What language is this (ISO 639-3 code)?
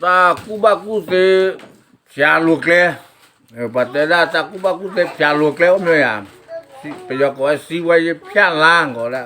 ksw